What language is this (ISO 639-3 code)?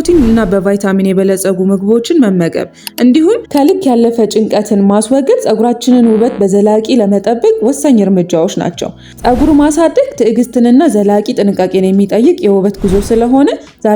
amh